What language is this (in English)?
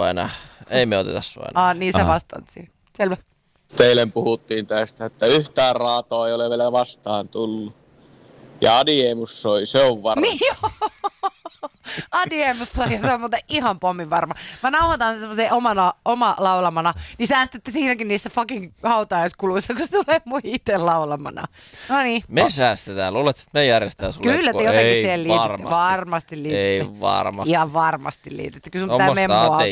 Finnish